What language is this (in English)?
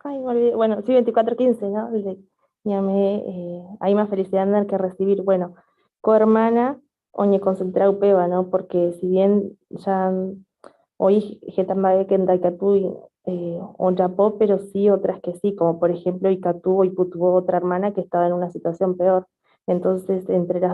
Guarani